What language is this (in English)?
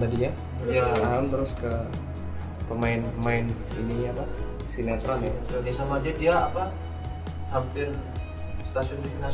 Indonesian